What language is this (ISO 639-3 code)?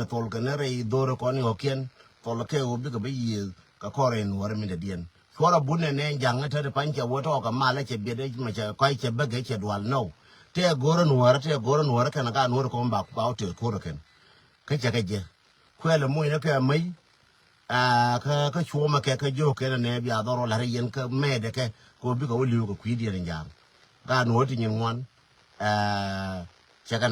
nus